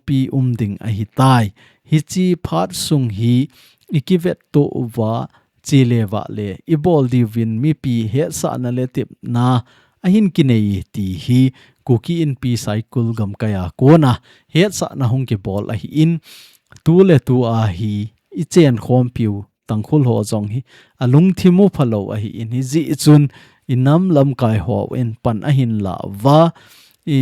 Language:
Thado Chin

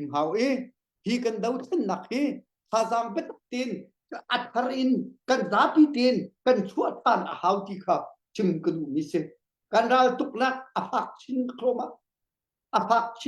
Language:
Hakha Chin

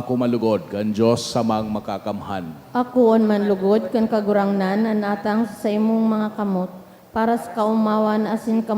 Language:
Bikol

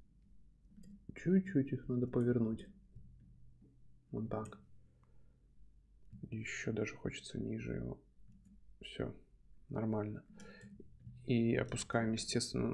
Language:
Russian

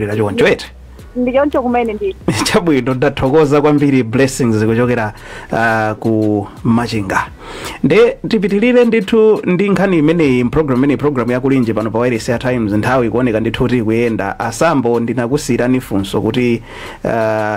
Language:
Nyanja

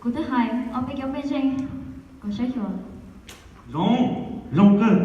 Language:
Hmong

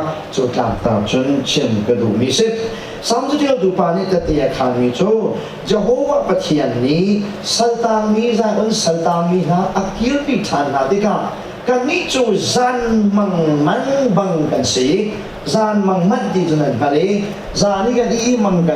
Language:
Hakha Chin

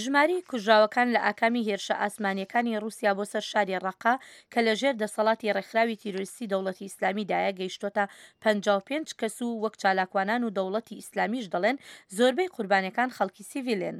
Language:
Central Kurdish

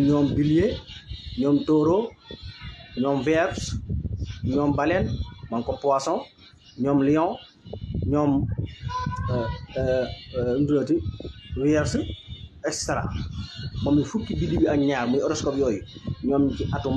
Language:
Wolof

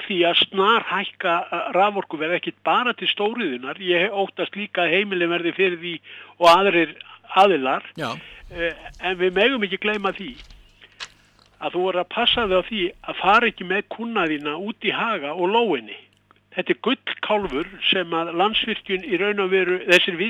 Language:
Icelandic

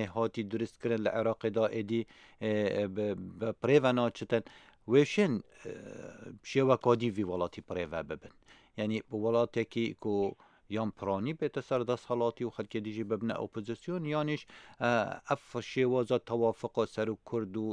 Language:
Kurdish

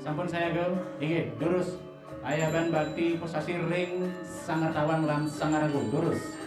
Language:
Balinese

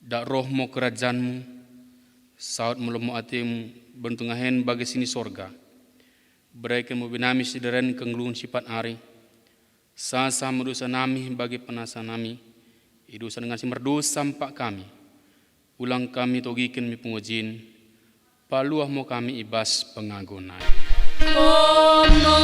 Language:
Batak Dairi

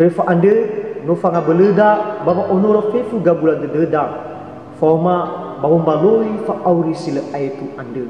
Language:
Nias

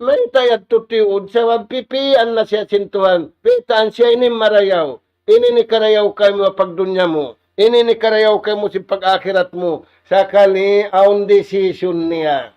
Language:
Tausug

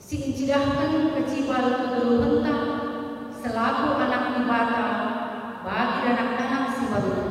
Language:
Batak Karo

